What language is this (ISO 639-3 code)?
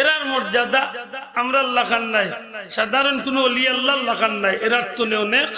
syl